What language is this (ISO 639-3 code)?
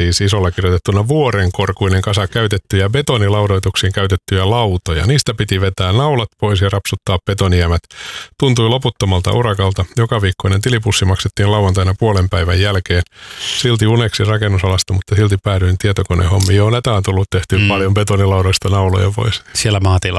fin